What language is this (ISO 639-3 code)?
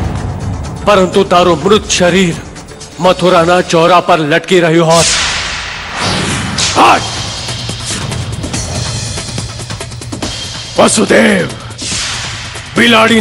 guj